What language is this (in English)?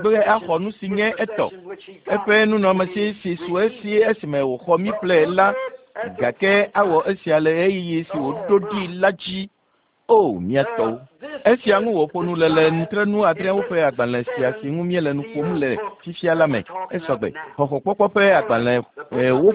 Ewe